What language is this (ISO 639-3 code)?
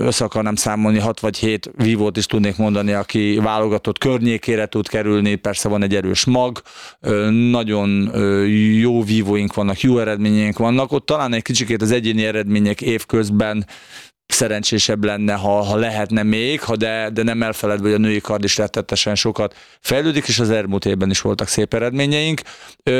hun